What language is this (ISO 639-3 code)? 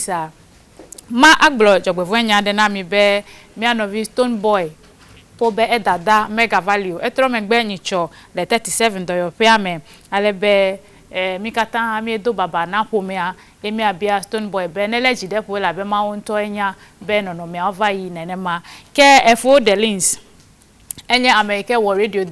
ewe